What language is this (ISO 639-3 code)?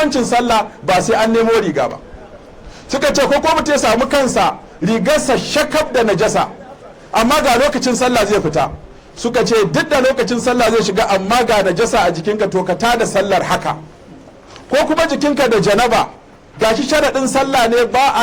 hau